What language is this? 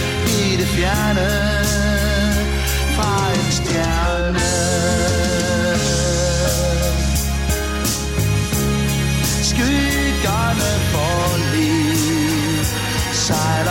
Danish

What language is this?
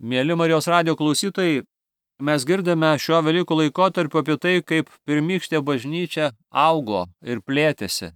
Lithuanian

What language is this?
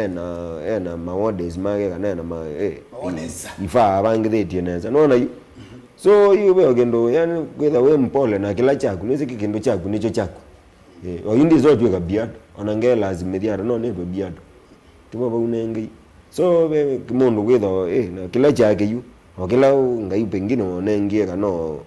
Kamba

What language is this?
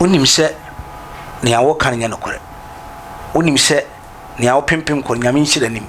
Akan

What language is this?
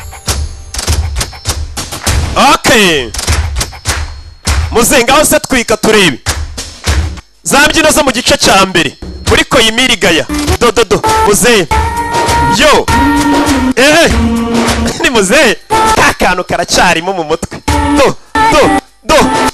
Kinyarwanda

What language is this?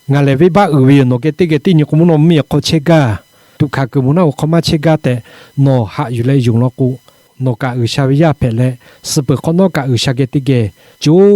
Lahu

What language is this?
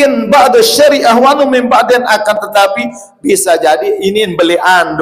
Sasak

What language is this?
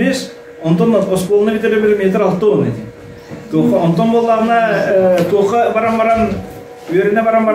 Yakut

